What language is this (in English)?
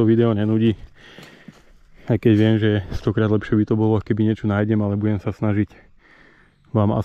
Slovak